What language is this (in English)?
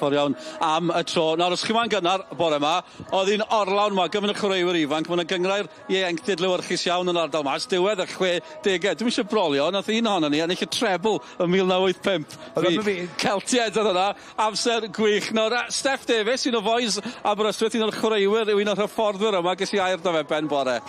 Welsh